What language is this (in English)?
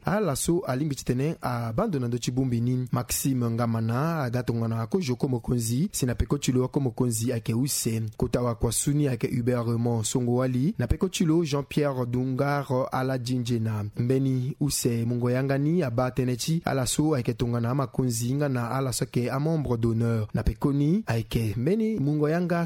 Sango